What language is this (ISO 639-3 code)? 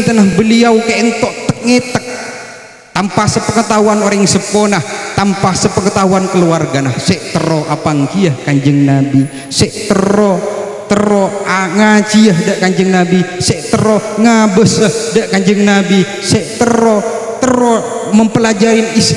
mad